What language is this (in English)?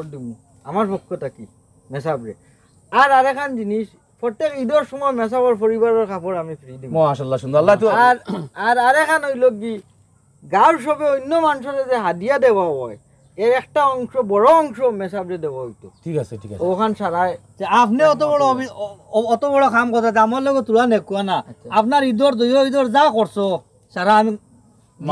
Sylheti